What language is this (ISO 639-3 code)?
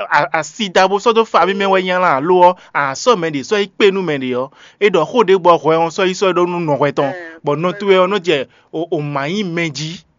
fon